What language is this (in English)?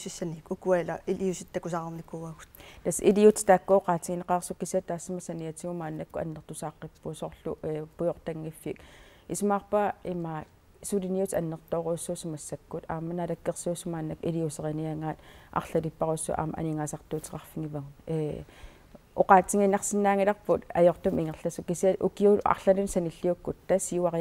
Kalaallisut